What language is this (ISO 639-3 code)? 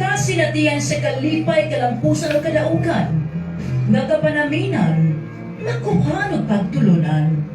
ceb